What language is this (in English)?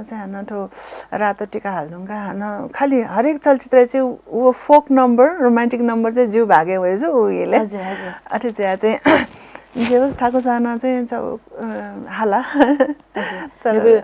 Newari